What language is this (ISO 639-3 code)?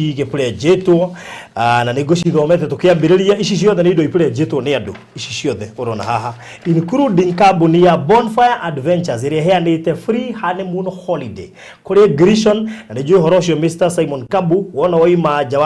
kik